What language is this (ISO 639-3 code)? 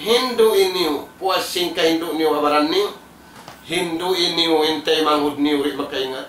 tsg